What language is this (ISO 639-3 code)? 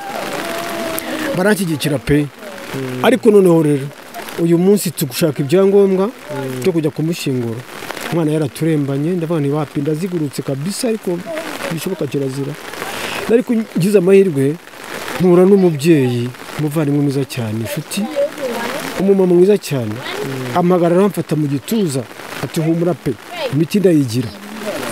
kin